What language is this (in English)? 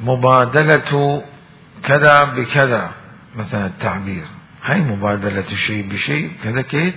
Mesopotamian Arabic